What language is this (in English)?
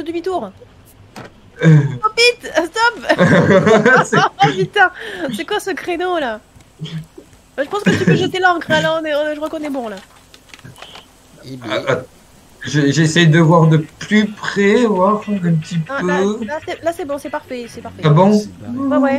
French